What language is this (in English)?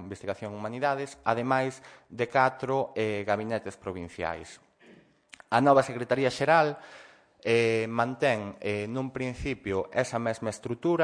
Galician